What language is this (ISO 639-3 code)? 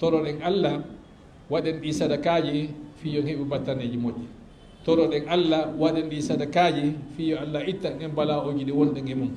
ful